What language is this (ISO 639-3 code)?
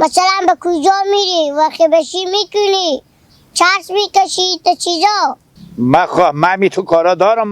haz